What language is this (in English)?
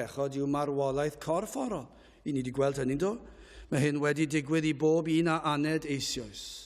Welsh